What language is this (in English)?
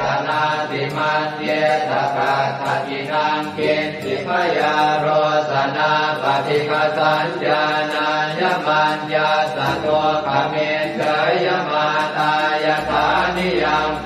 Pali